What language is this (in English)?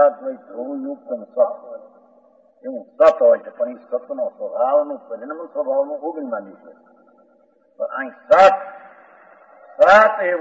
Gujarati